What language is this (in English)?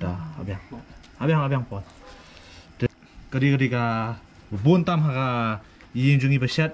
Khasi